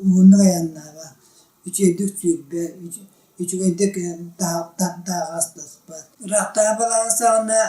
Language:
Yakut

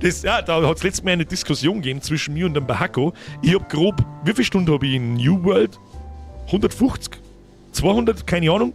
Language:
Bavarian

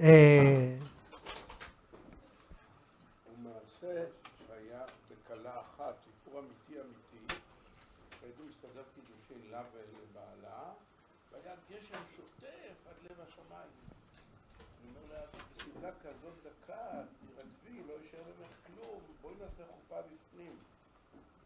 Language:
Hebrew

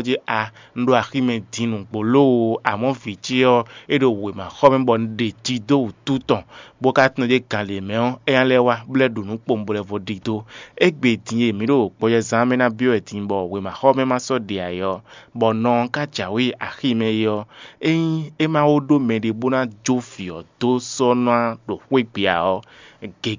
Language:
Fon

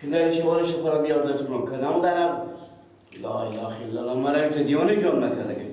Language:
Persian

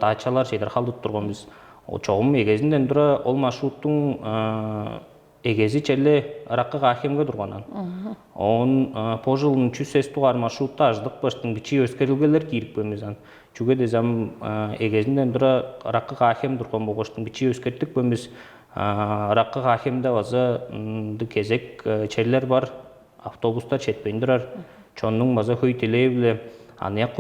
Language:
Tuvinian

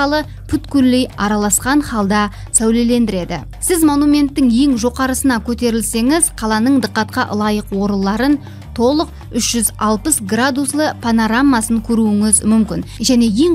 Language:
Kara-Kalpak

